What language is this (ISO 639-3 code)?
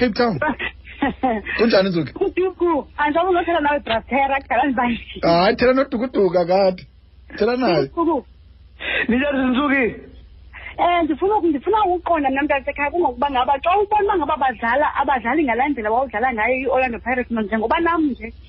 xho